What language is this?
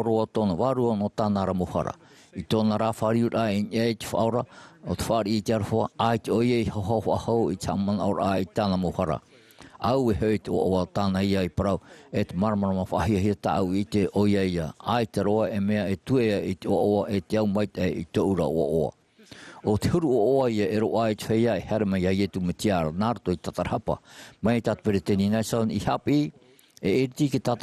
Tahitian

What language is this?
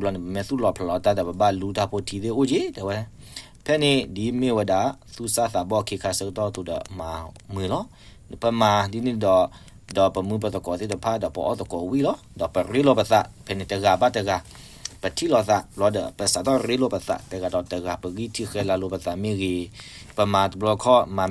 S'gaw Karen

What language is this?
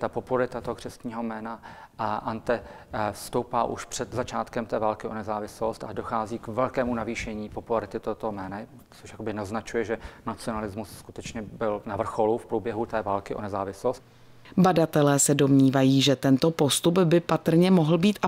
Czech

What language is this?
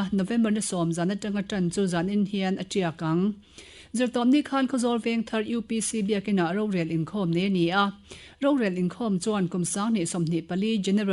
Mizo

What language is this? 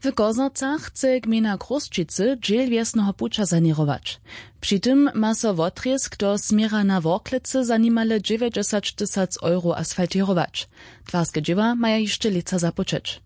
Upper Sorbian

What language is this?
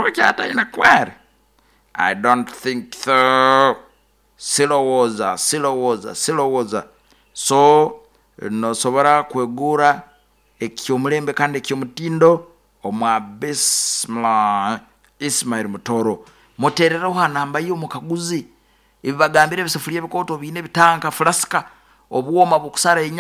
Nyoro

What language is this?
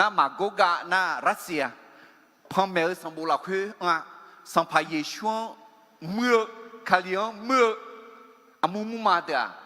Akha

